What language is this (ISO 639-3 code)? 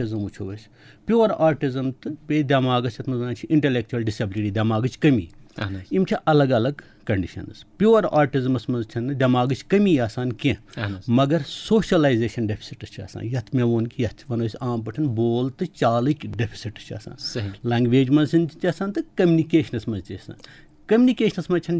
kas